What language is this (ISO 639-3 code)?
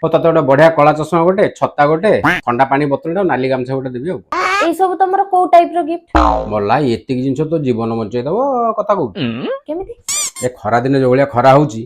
ori